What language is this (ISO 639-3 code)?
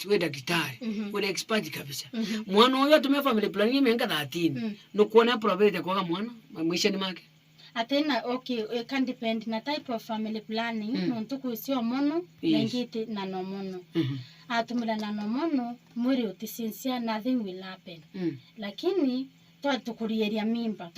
mer